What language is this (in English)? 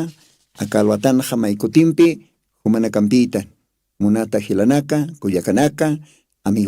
Aymara